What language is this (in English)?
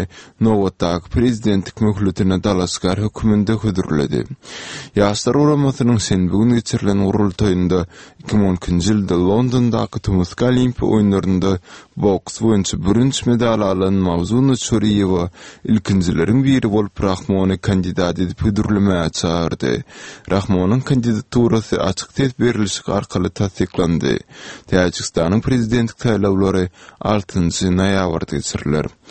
Turkmen